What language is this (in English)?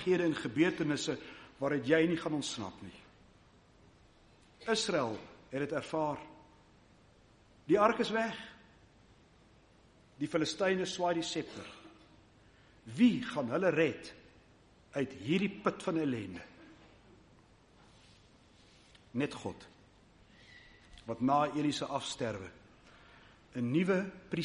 Afrikaans